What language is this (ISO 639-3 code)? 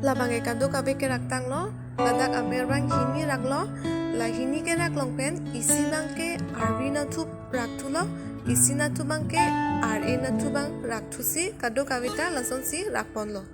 mjw